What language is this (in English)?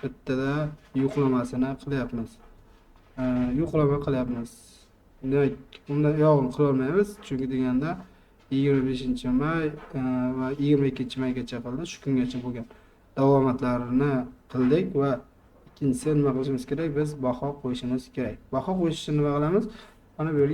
Uzbek